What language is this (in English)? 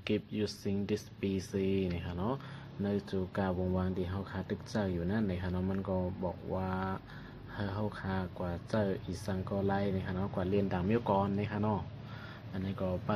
Shan